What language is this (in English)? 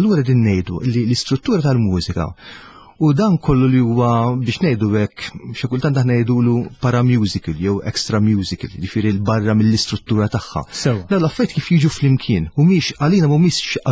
Maltese